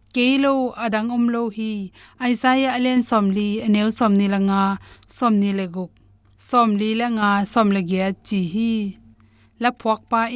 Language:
Tedim Chin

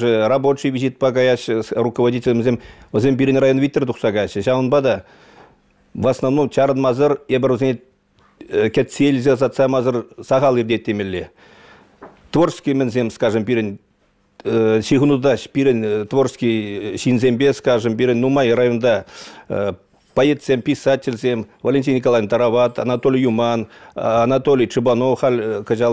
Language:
Chuvash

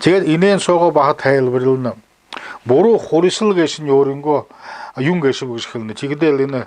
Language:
Buriat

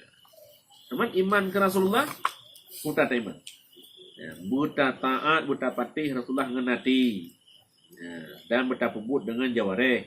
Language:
Achinese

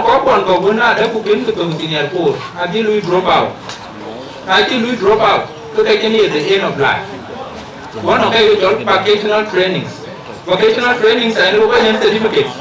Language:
Dinka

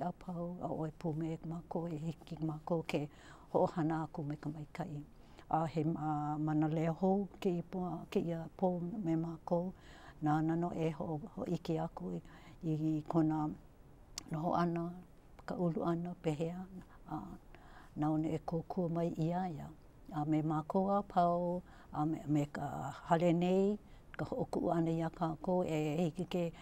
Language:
Hawaiian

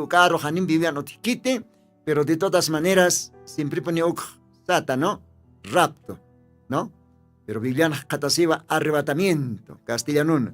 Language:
Aymara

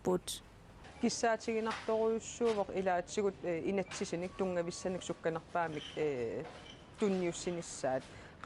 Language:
Kalaallisut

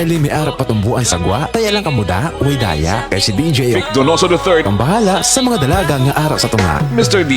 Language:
Hiligaynon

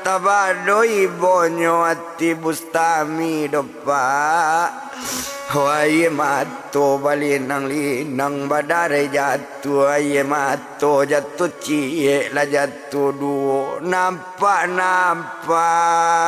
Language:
Minangkabau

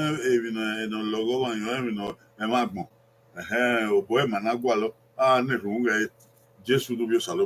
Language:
Bini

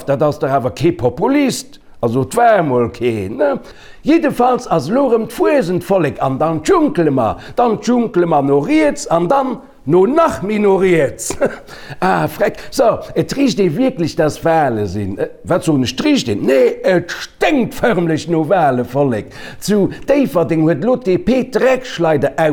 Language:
Luxembourgish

